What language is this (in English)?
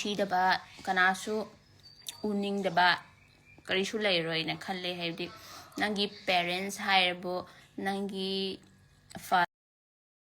Manipuri